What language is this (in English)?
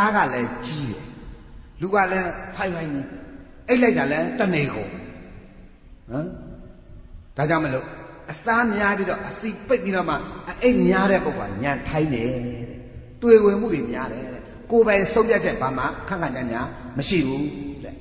Burmese